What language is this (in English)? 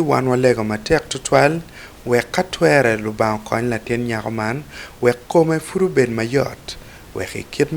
Acoli